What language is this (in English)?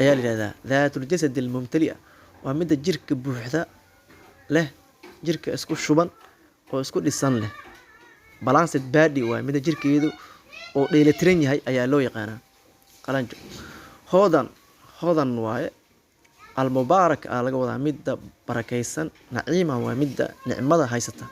Somali